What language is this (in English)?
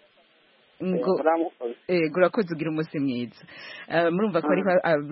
Kinyarwanda